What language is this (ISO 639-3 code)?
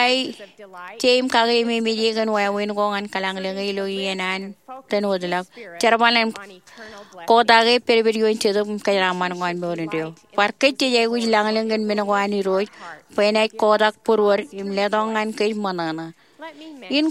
mah